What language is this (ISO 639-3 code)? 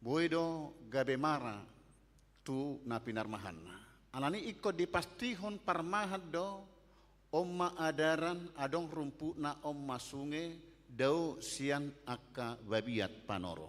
bbc